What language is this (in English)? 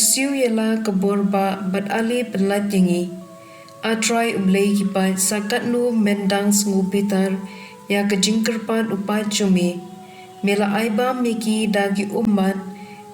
Khasi